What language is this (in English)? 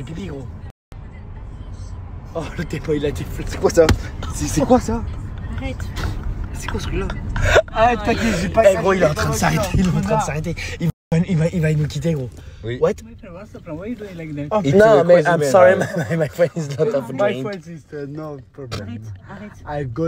French